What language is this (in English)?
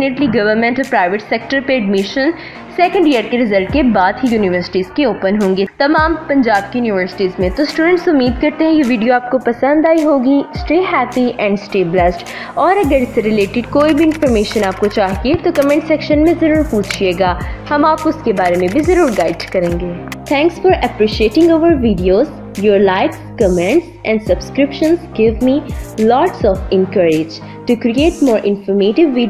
Urdu